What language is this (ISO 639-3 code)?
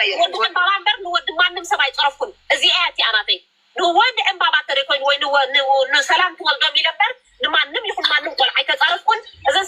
tir